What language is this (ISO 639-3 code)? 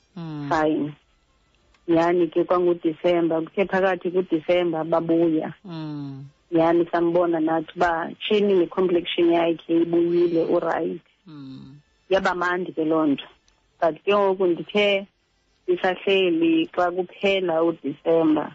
xho